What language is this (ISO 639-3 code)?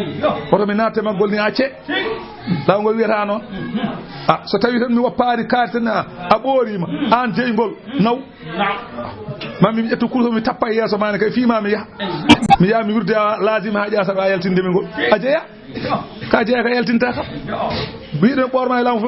ful